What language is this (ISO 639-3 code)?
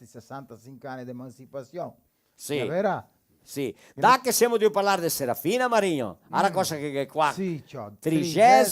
vec